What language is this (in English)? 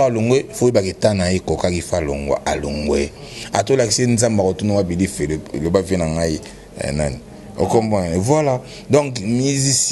Lingala